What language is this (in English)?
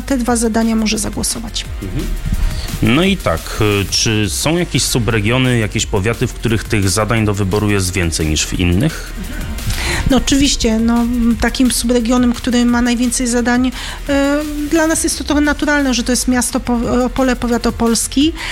Polish